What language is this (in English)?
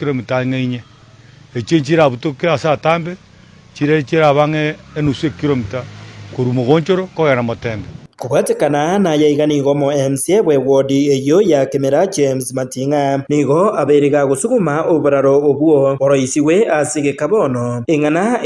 Gusii